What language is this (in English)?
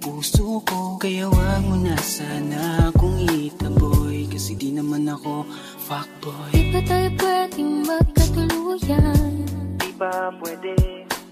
Filipino